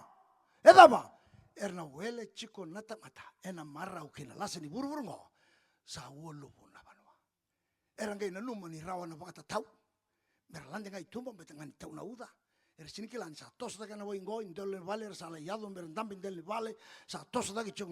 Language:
Fijian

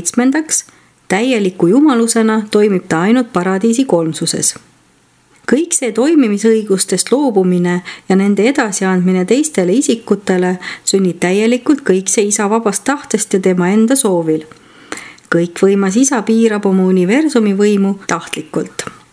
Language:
Estonian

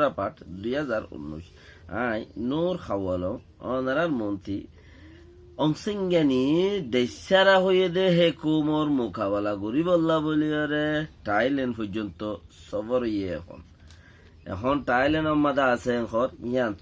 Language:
Rohingya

